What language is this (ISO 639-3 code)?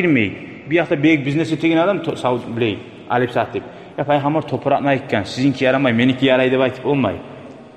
kum